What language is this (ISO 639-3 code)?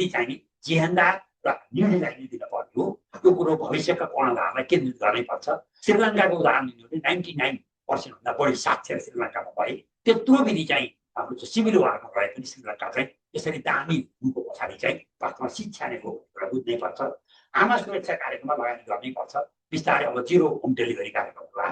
nep